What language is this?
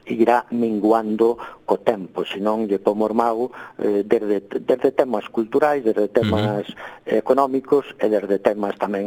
Galician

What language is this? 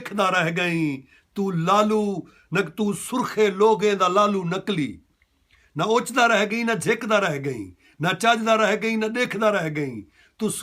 Saraiki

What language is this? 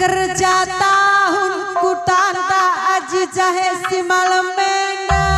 Batak Karo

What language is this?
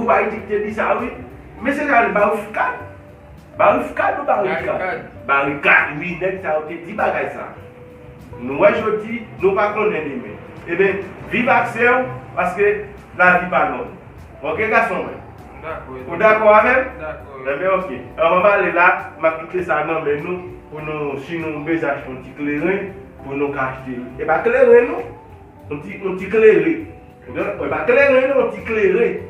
Haitian Creole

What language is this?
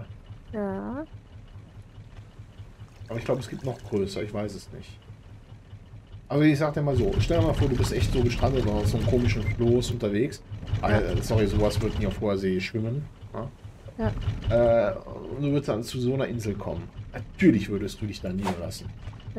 German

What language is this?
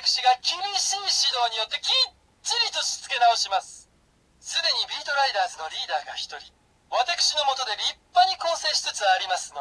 Japanese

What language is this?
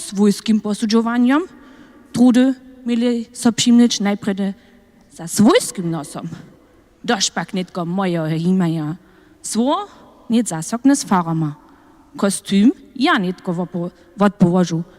Upper Sorbian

